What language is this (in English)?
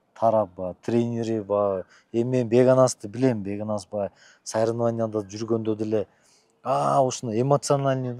Kyrgyz